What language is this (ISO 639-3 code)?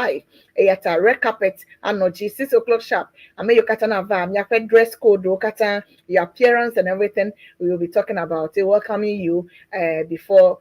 ewe